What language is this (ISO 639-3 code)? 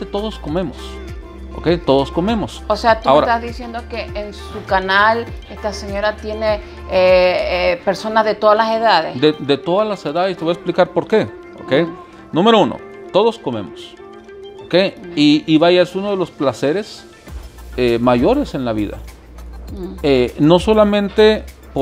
spa